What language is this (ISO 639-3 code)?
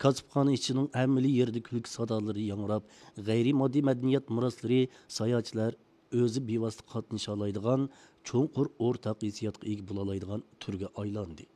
uig